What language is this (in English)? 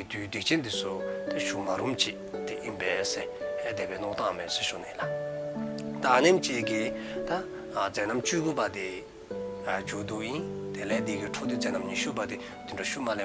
Dzongkha